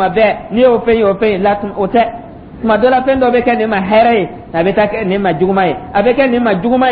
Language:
Dyula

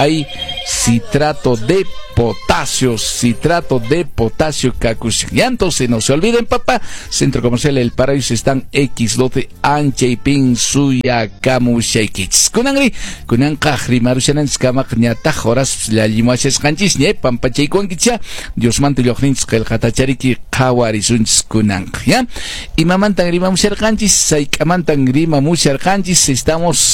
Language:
Quechua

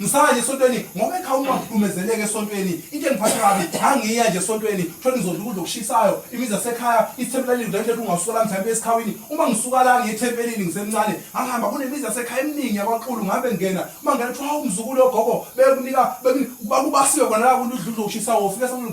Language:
Zulu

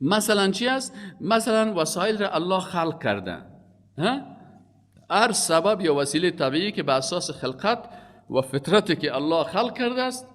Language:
Persian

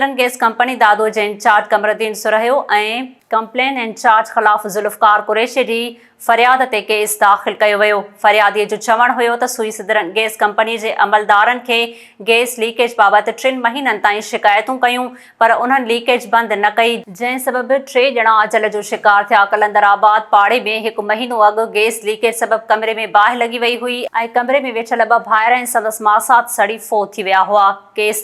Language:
Sindhi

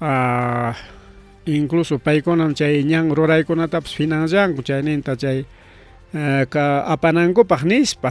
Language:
Ayacucho Quechua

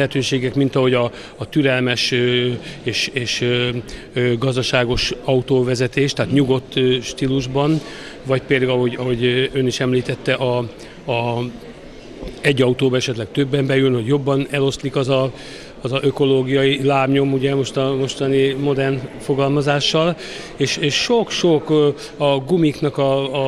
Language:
Hungarian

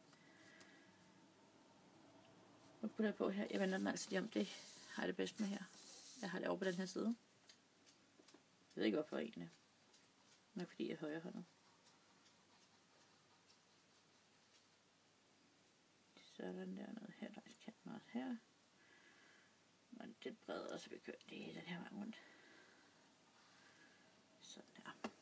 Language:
Danish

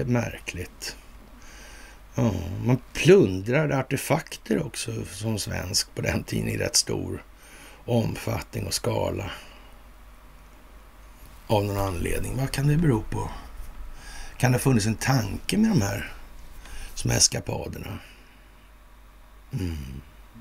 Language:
Swedish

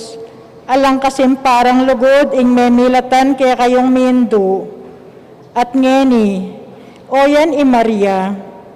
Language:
Pampanga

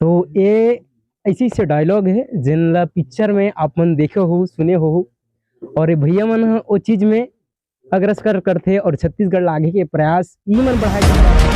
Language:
Chhattisgarhi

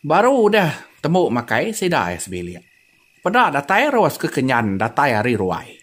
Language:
Iban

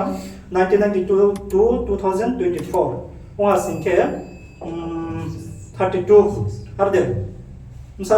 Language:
Riang (India)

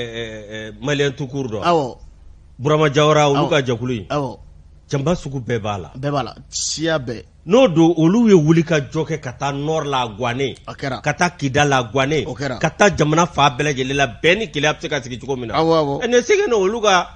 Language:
Bambara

